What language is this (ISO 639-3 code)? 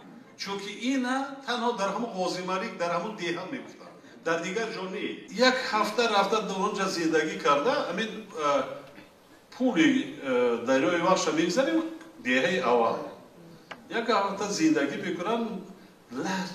tgk